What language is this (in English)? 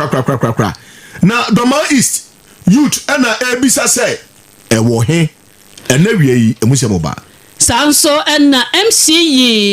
Akan